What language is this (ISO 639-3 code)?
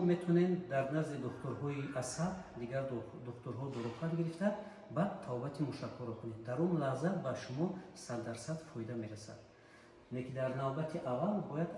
tgk